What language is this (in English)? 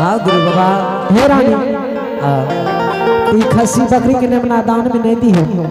Angika